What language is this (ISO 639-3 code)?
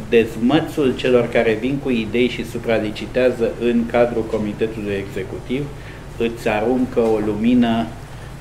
ron